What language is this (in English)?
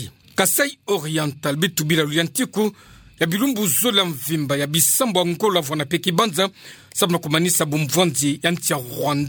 Kituba (Democratic Republic of Congo)